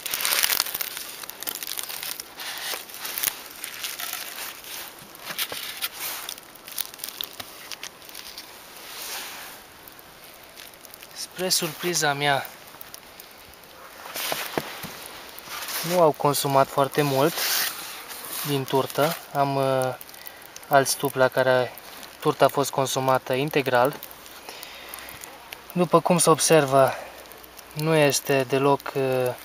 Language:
Romanian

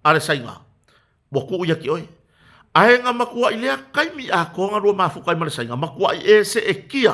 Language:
Samoan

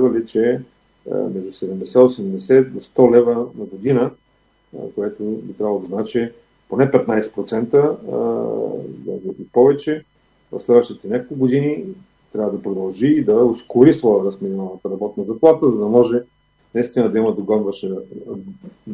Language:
Bulgarian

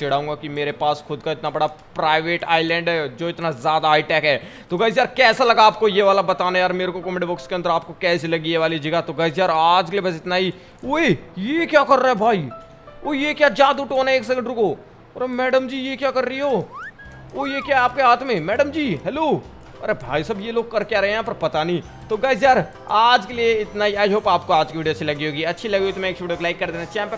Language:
Hindi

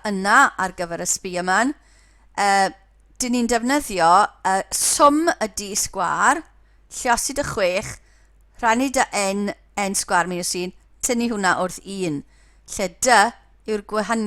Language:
Welsh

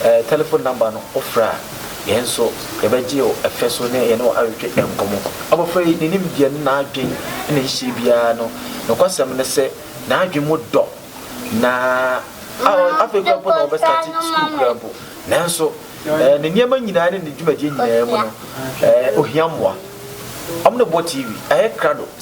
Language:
Akan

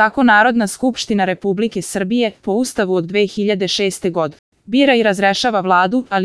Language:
Serbian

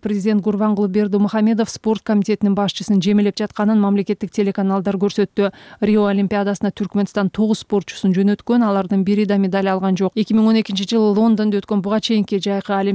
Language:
Kyrgyz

